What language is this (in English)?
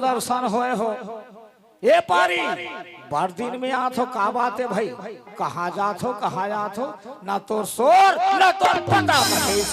Chhattisgarhi